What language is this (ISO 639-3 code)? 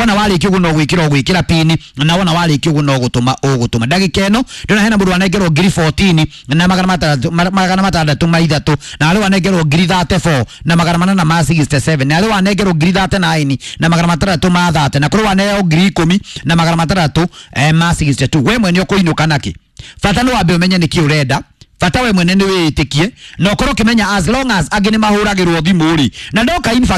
kik